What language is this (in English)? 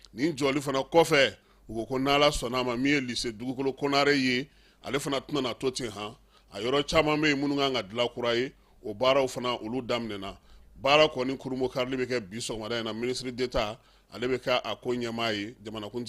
Bambara